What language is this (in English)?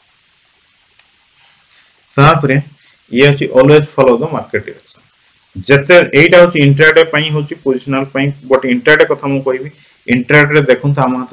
Odia